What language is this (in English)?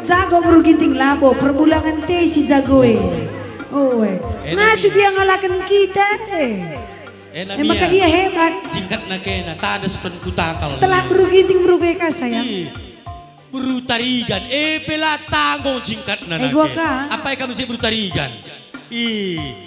Batak Karo